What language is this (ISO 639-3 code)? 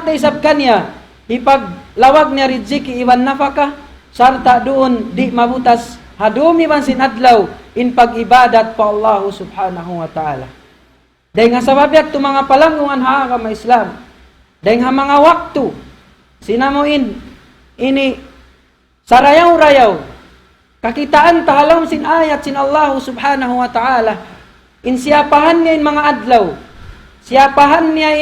tsg